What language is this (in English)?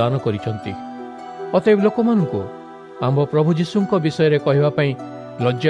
Odia